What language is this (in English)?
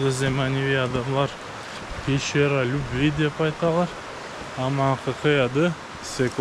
Crimean Tatar